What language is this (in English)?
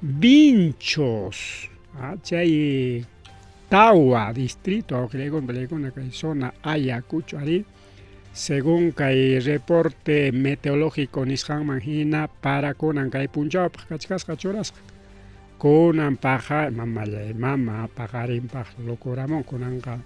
Ayacucho Quechua